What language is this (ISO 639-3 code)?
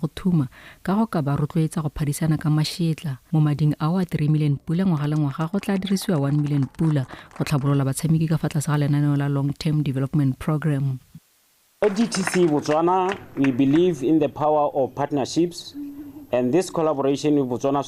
tsn